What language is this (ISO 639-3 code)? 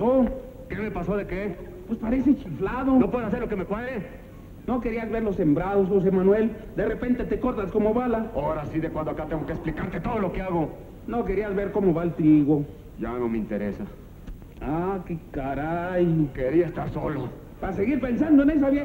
spa